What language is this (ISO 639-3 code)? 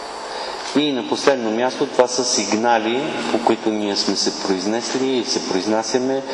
bul